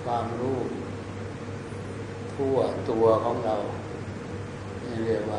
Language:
Thai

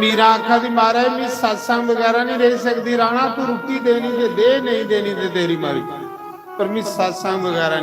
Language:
Dogri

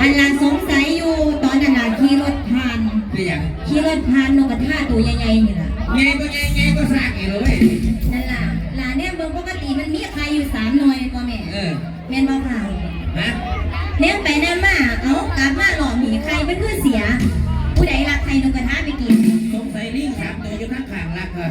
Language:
Northeastern Thai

